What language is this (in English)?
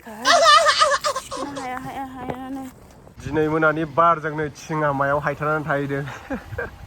Bodo